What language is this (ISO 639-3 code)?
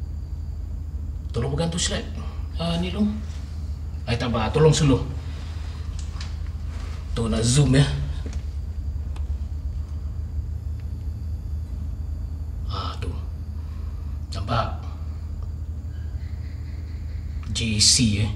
msa